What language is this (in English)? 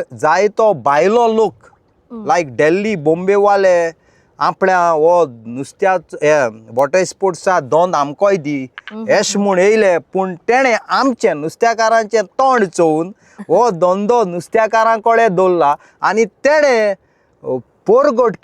Konkani